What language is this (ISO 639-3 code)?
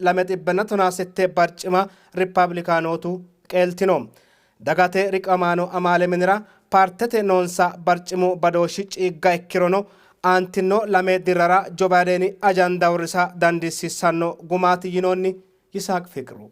sid